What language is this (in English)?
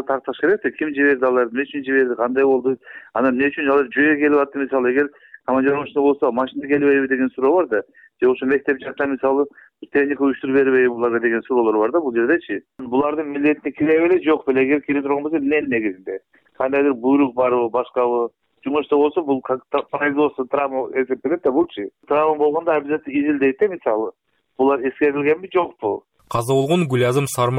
Kyrgyz